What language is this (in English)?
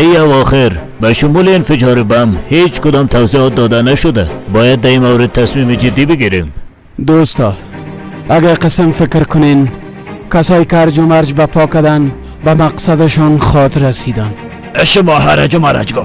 Persian